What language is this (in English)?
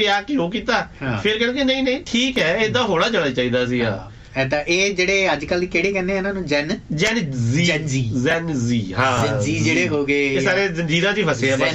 Punjabi